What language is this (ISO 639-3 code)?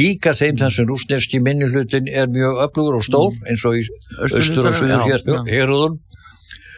isl